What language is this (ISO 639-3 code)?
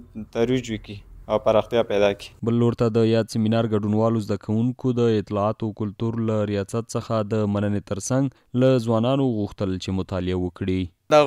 pus